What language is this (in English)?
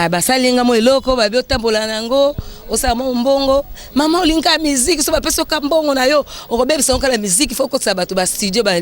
Lingala